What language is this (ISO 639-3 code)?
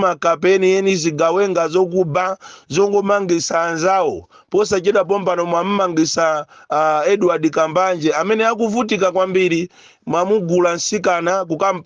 nya